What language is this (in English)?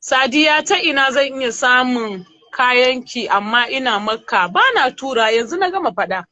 Hausa